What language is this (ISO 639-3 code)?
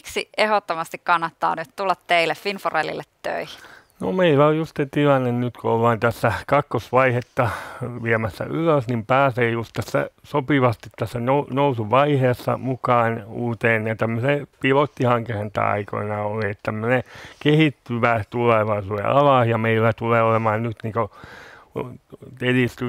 fin